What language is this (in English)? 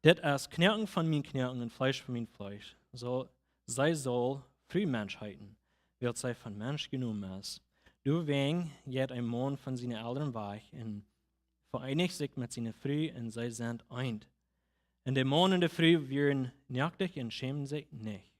Plautdietsch